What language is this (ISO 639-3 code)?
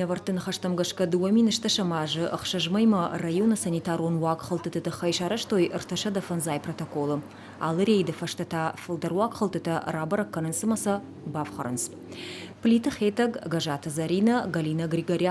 oss